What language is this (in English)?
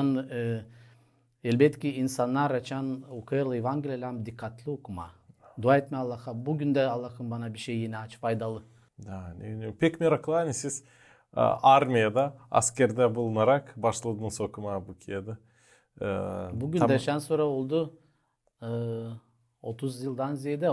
Gagauz